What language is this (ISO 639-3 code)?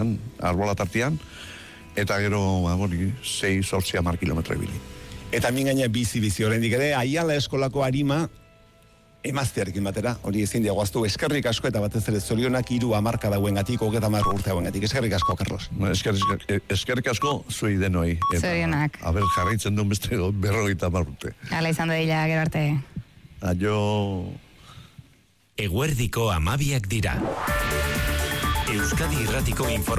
eus